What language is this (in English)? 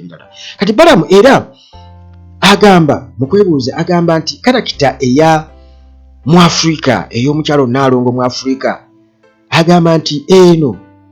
Ganda